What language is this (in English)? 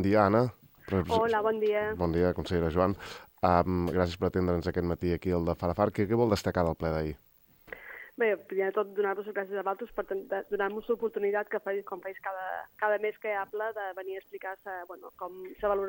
Catalan